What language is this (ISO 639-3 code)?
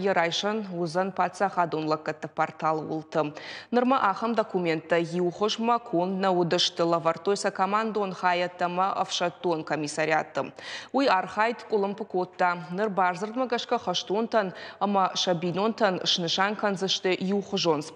oss